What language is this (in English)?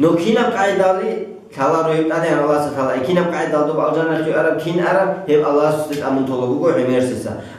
Avaric